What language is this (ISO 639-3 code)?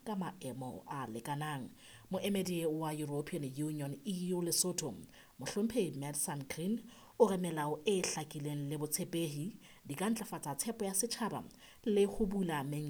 sot